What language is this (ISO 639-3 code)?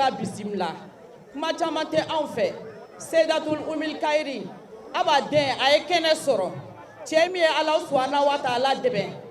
bam